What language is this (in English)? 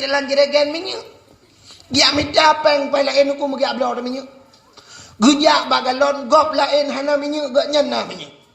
Achinese